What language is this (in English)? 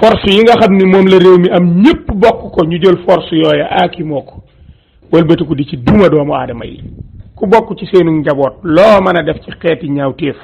Wolof